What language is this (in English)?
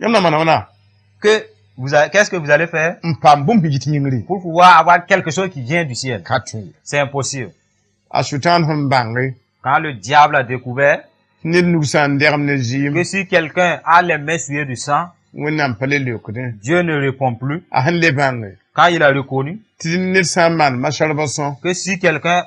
Mossi